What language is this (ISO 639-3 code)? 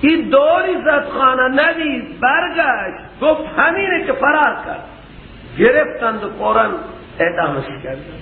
fas